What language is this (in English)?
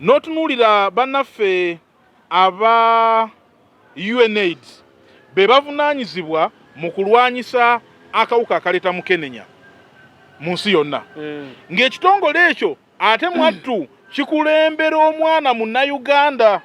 Ganda